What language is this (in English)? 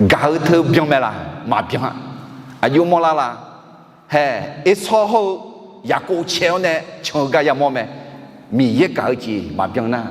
Akha